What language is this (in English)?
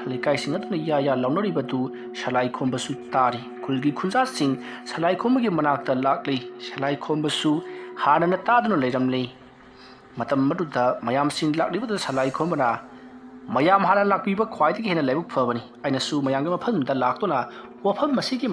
Manipuri